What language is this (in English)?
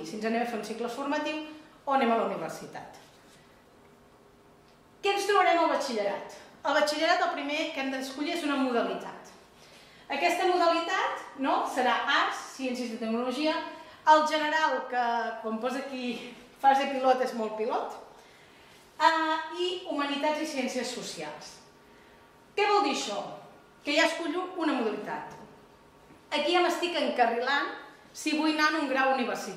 Catalan